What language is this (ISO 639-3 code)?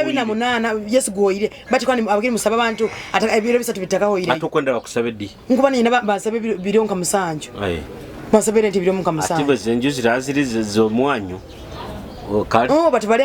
nyo